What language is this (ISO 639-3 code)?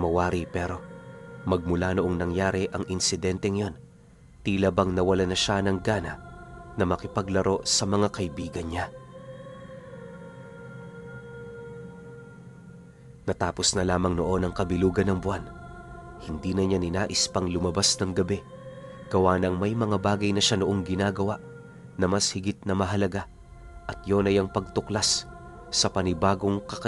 fil